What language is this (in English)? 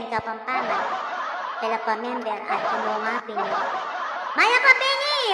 Pampanga